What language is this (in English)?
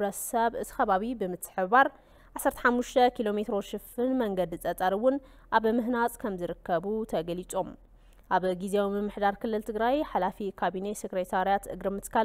Tigrinya